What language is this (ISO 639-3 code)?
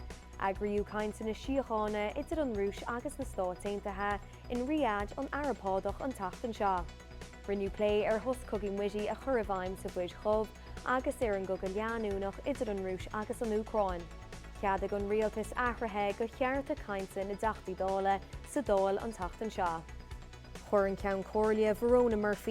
gle